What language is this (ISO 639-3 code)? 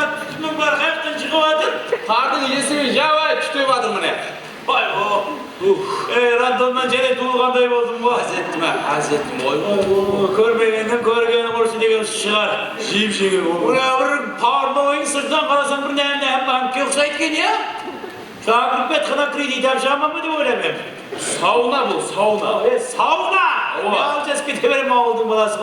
kaa